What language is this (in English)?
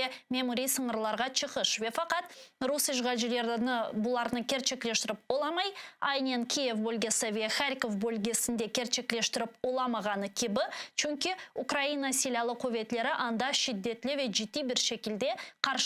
Crimean Tatar